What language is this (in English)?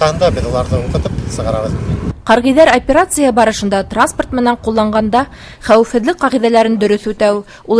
Bashkir